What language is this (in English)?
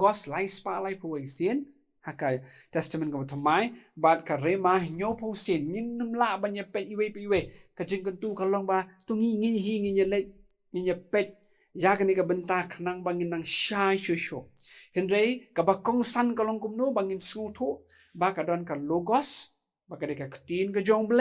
Khasi